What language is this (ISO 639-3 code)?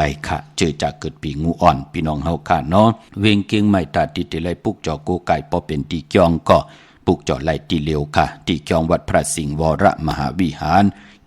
shn